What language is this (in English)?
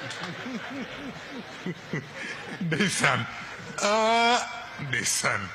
Wolof